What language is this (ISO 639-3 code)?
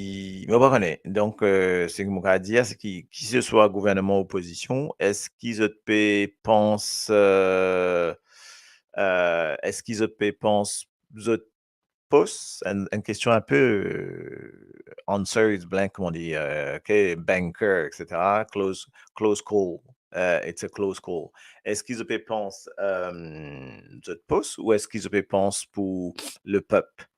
mfe